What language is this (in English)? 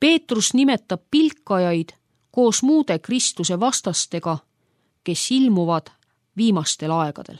Estonian